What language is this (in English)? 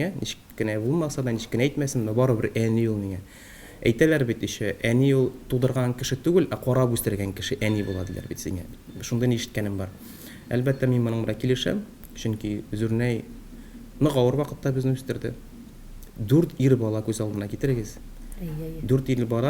Tatar